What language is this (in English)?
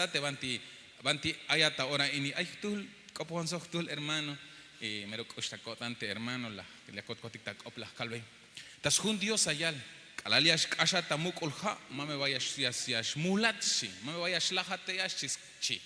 Tzeltal